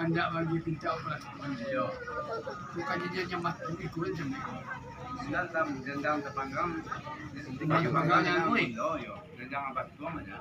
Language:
Minangkabau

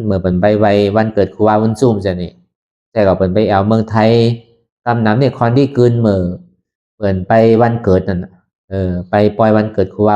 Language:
Shan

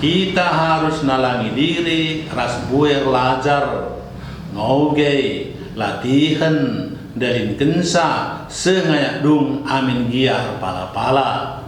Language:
Batak Karo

